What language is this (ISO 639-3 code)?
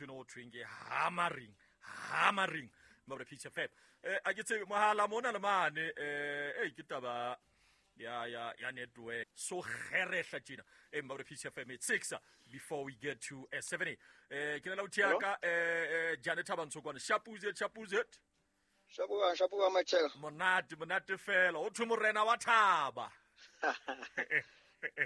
sot